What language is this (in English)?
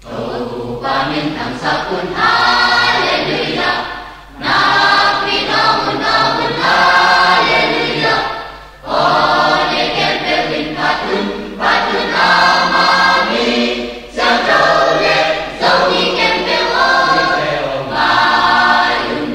Tedim Chin